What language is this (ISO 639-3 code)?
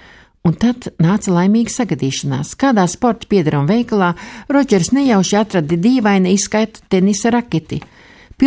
lav